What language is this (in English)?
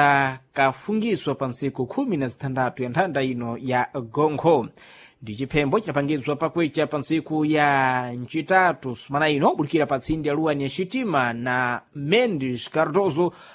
Sena